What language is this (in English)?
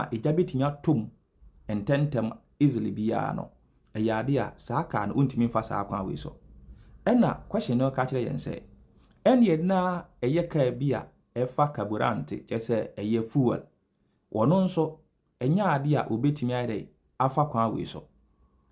Akan